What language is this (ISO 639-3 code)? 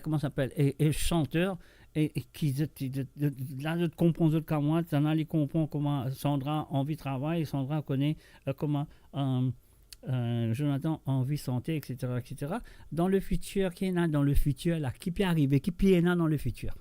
mfe